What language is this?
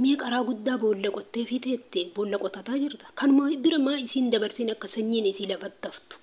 Oromo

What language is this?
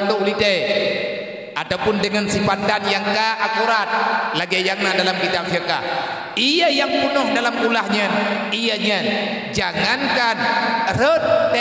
Achinese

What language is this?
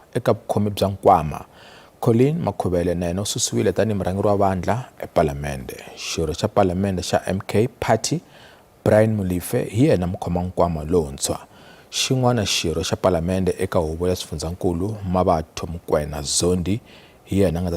Tsonga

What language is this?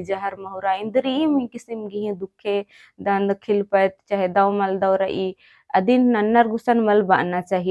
Kurukh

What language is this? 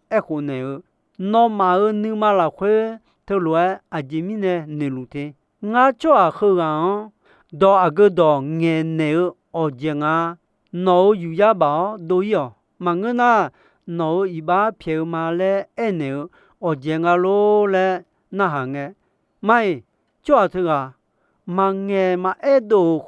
Akha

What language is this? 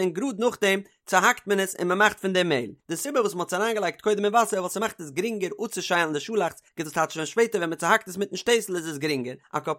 Yiddish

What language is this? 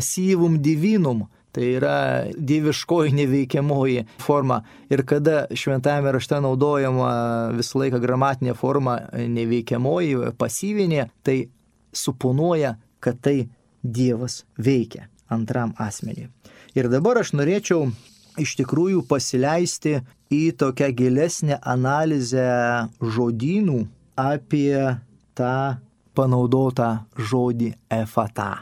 Lithuanian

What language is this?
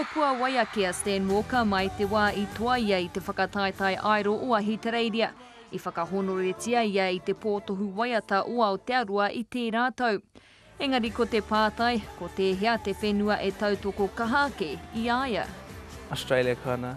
Māori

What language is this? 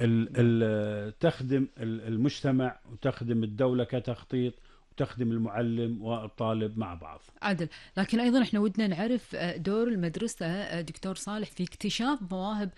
Gulf Arabic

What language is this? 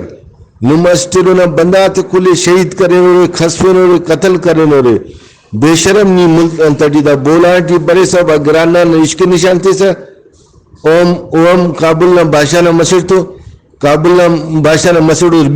Brahui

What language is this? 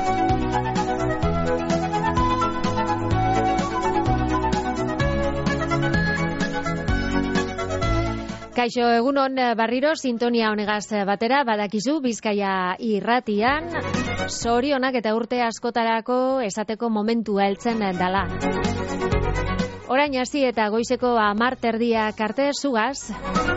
Basque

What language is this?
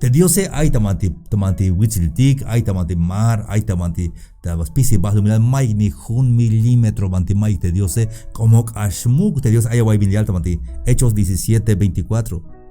Tzeltal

